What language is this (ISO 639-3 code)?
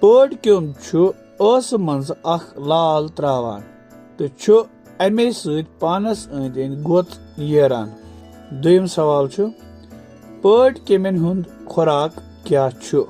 kas